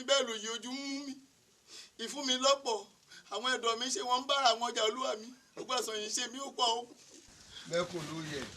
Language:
Yoruba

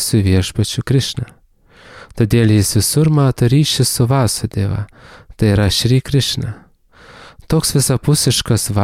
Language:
Lithuanian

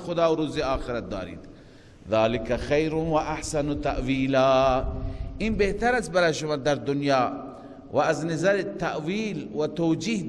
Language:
Persian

